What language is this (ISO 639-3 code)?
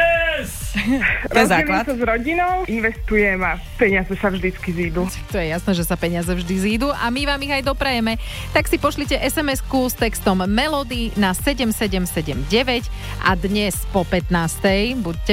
slk